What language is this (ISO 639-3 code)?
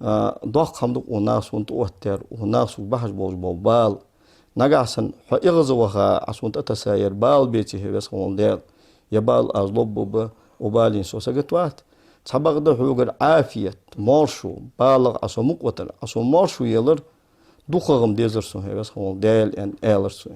inh